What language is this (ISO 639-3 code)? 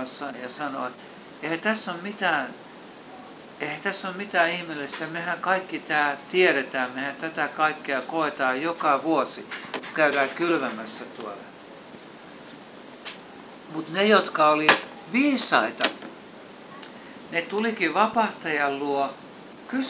fin